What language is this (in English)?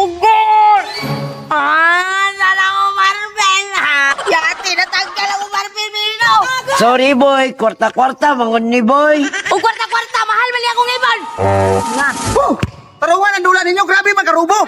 Cebuano